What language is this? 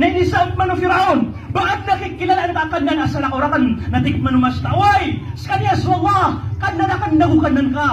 Maranao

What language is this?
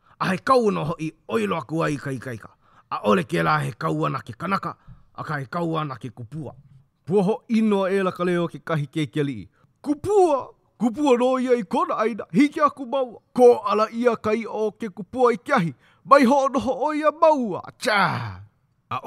Hawaiian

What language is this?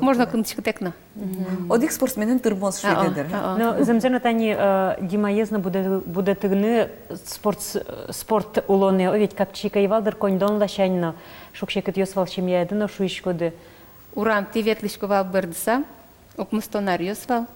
Udmurt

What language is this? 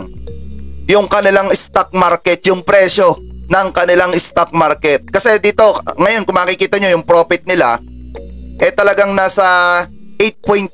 Filipino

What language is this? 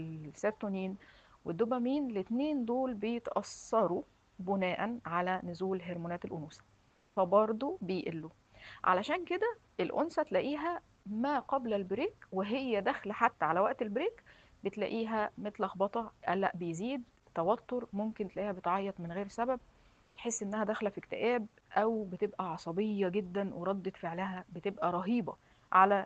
Egyptian Arabic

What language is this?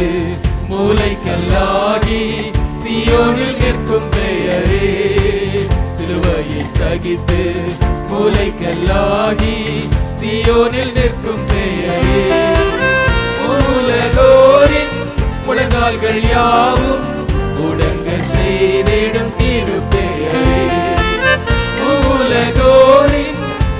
Tamil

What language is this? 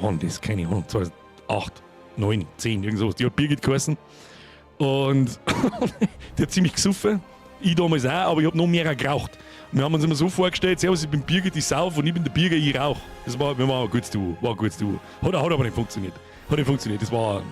Bavarian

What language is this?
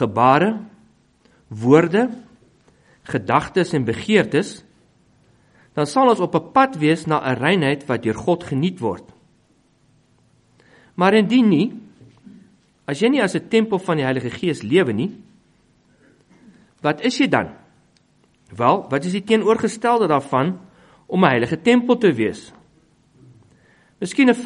Afrikaans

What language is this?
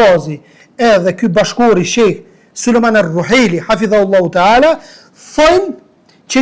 Albanian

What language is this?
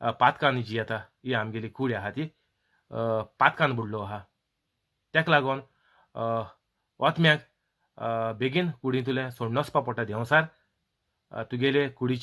Konkani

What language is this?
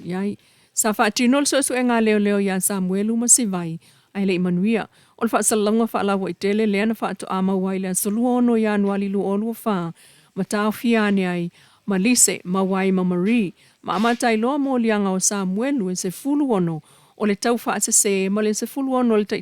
Samoan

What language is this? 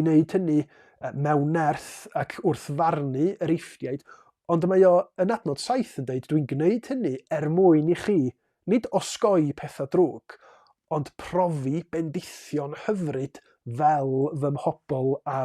Welsh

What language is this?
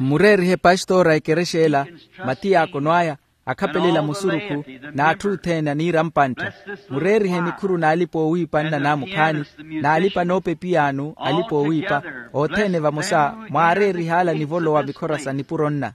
Makhuwa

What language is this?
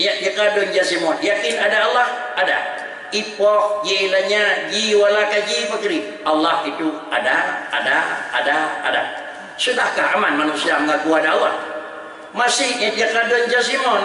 Achinese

